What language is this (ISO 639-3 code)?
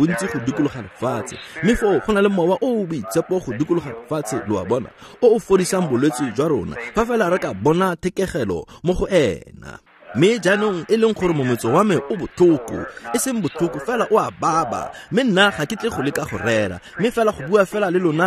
tsn